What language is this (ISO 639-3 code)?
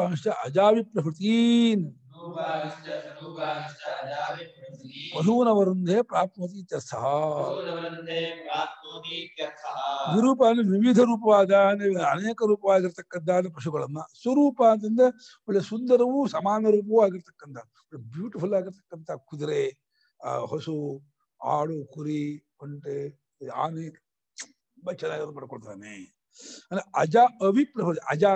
kan